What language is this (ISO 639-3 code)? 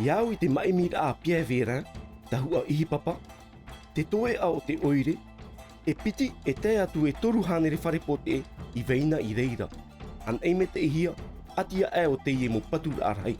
tah